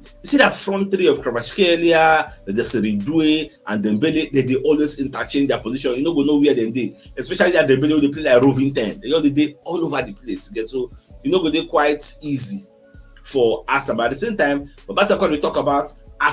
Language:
Nigerian Pidgin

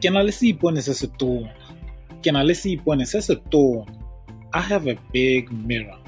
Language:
Tswana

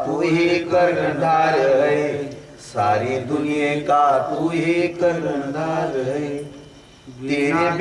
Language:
Marathi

